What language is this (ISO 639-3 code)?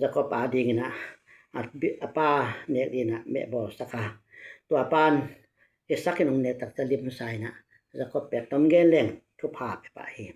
ctd